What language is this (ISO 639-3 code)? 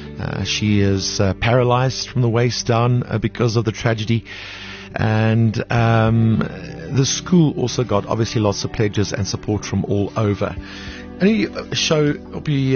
afr